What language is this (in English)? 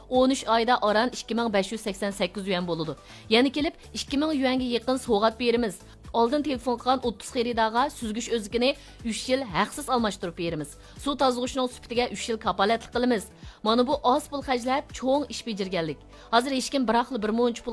Uyghur